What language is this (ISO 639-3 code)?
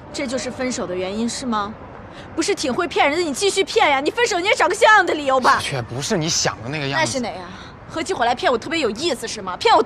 zho